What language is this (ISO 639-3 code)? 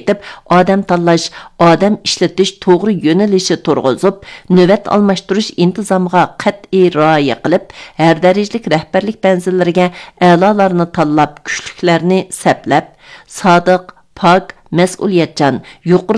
uig